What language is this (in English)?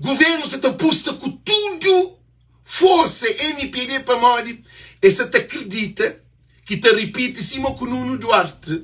Kabuverdianu